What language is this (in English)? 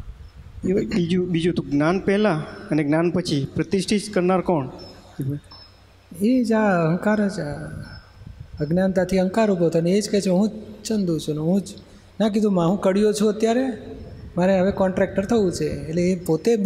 Gujarati